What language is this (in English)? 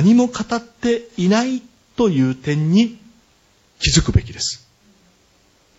Japanese